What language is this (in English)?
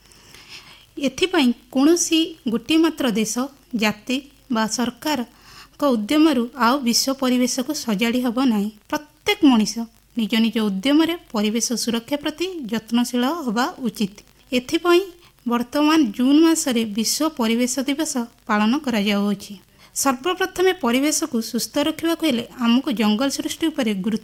Odia